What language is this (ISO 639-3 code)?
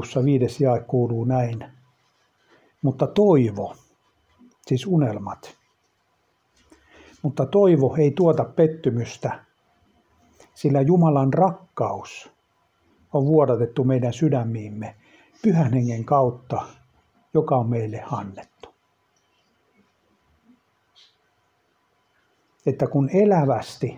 fin